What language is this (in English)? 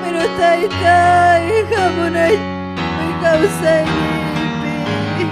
Ayacucho Quechua